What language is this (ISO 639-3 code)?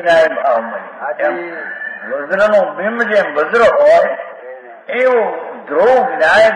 guj